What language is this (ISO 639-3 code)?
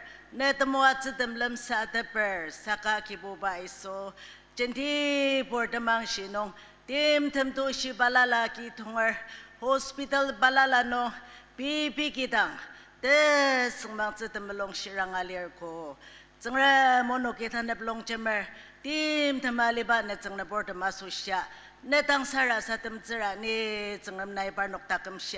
njo